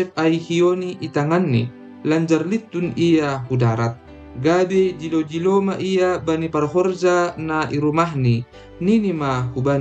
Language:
Batak Simalungun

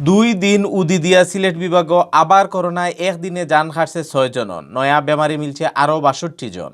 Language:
Sylheti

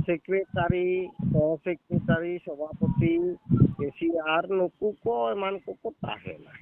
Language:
Santali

